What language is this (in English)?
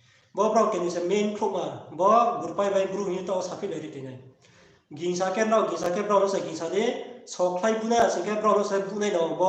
Riang (India)